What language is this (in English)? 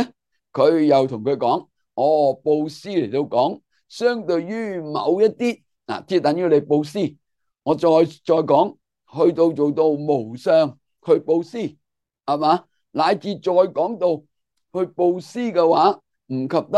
Cantonese